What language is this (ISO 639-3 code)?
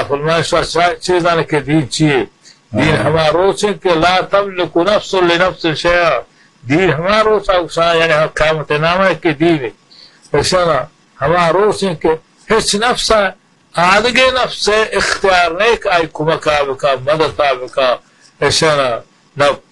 bal